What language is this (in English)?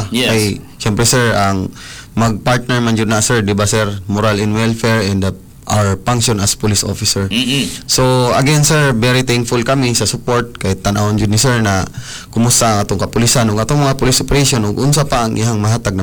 Cebuano